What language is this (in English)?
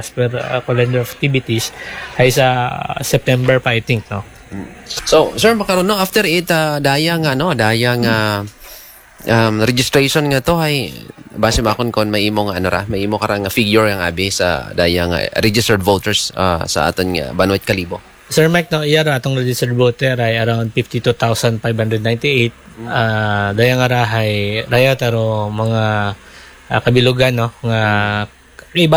Aklanon